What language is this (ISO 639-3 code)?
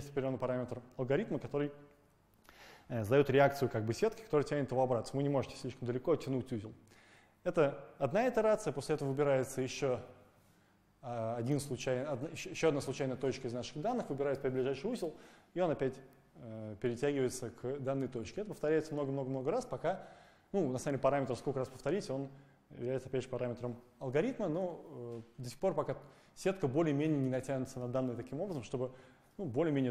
rus